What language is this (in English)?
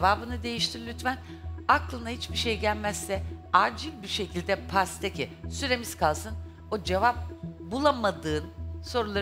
Turkish